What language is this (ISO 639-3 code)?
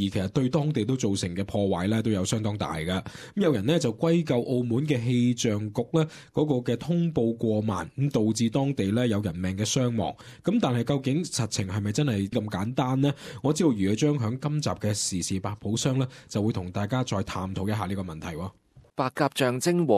yue